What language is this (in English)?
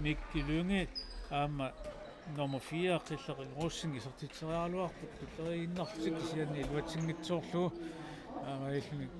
Kalaallisut